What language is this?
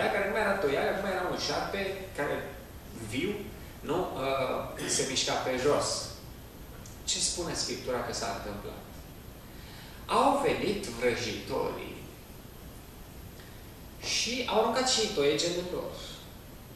Romanian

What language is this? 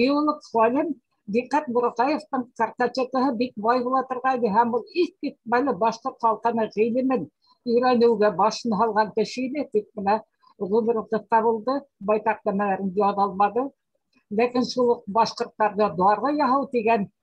Bashkir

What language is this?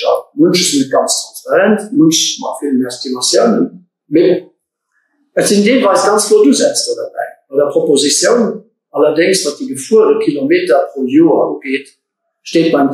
Luxembourgish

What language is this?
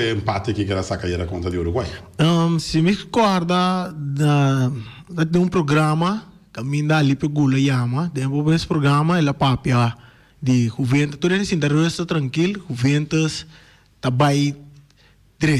Papiamento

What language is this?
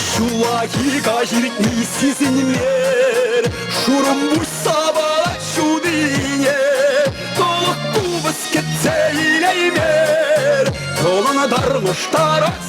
Chuvash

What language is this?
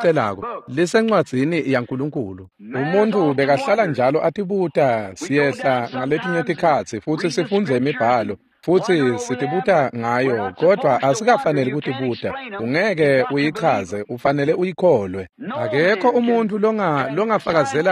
Swati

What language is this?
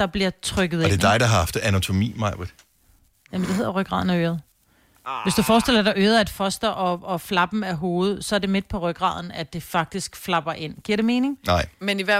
Danish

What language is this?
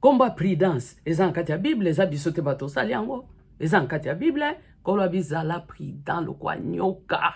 Lingala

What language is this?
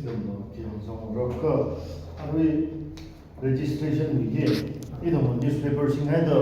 Tangkhul Naga (India)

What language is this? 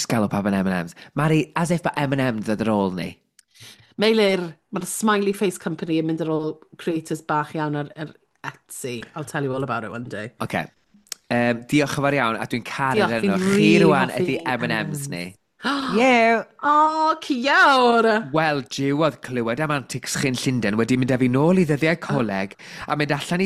Welsh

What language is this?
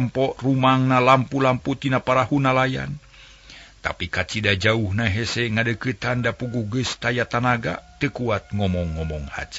Sundanese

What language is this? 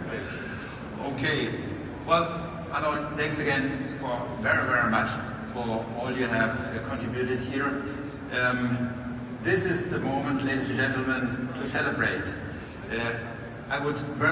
English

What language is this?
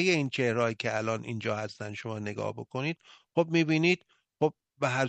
Persian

